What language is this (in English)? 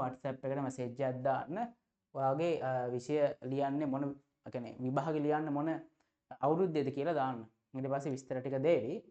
Sinhala